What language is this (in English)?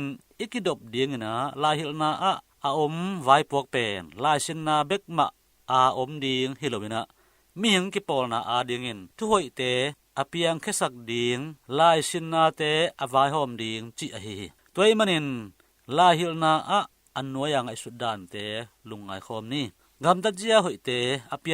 Tedim Chin